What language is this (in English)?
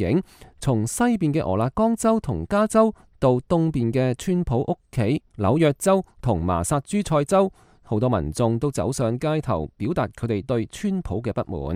Cantonese